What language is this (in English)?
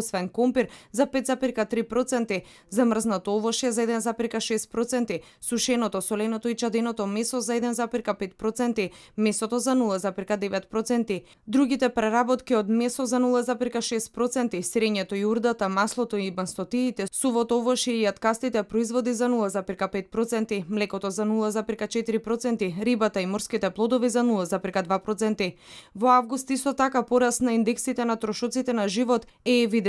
Macedonian